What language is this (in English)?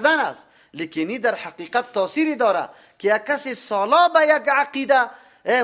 Persian